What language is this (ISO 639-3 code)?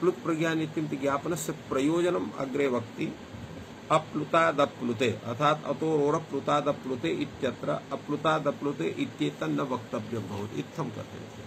san